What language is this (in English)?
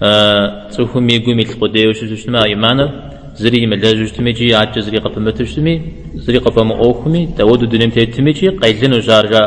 Kabardian